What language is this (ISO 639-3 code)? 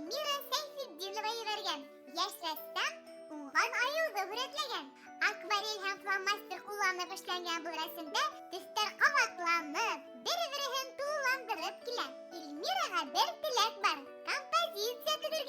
bak